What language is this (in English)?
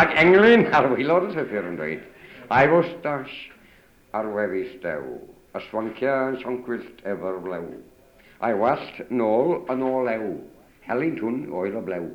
Welsh